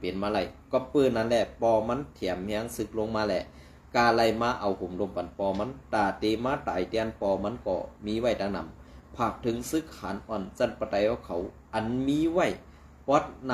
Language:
Shan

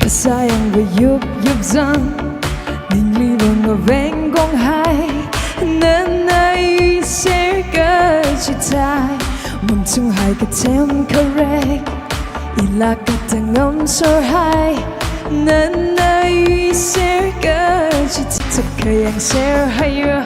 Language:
Tangkhul Naga (India)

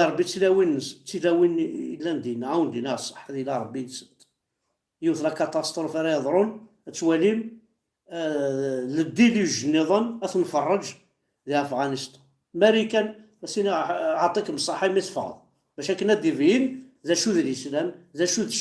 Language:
Kabyle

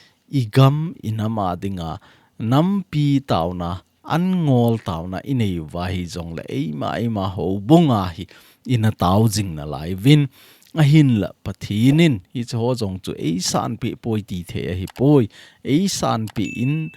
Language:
Thado Chin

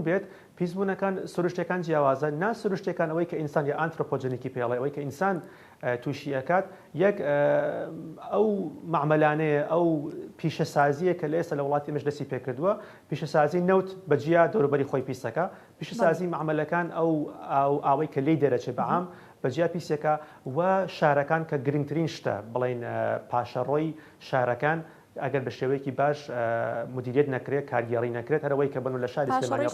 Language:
Central Kurdish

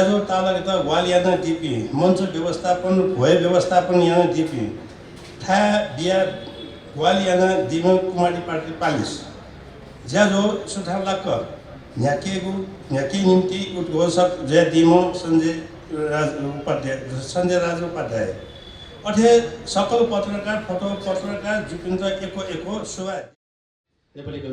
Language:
Newari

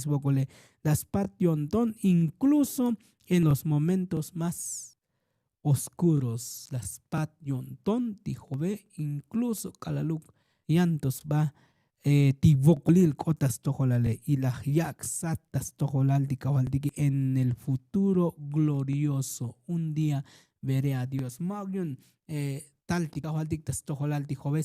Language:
Tzotzil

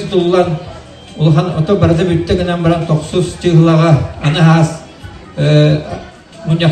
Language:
Yakut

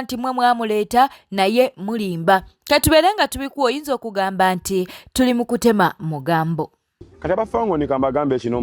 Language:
Ganda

